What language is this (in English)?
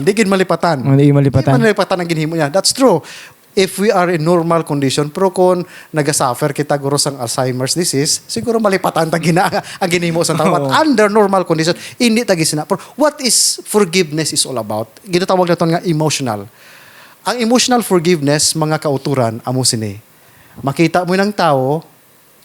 Hiligaynon